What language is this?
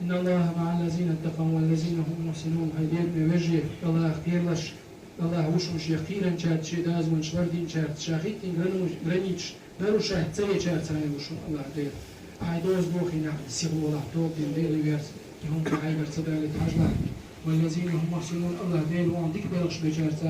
Chechen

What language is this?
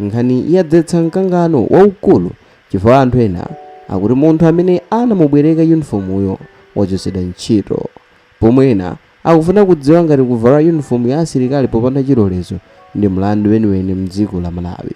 Nyanja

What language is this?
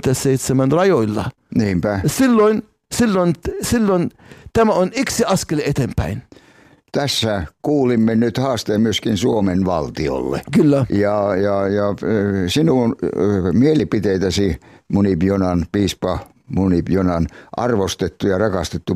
Finnish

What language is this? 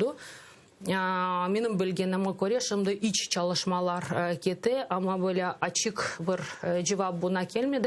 Crimean Tatar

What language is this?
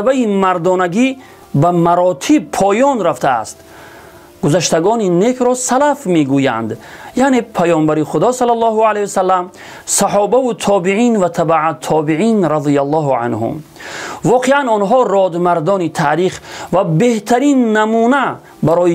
Tajik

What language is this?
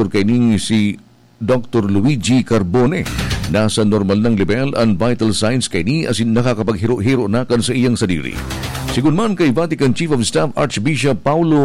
Bikol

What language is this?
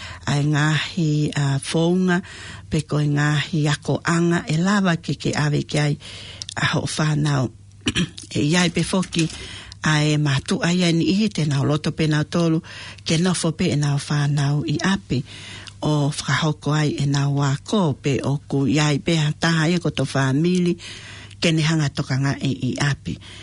Tongan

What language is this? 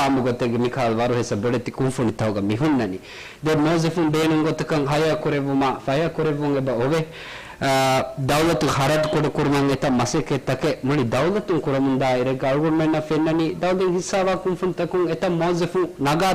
Divehi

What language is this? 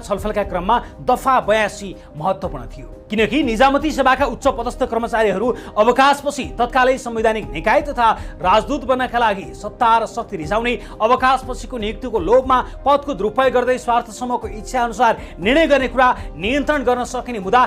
Nepali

